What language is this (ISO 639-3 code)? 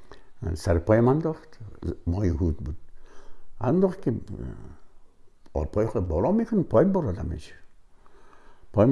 fas